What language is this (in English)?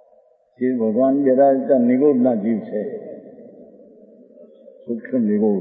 Gujarati